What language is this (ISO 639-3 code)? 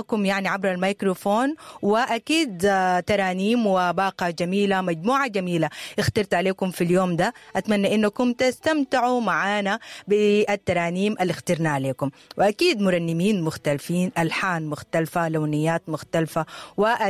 apd